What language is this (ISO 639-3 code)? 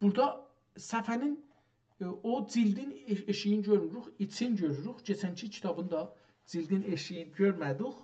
azb